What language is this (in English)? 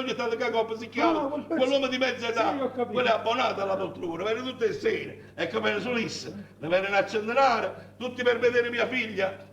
Neapolitan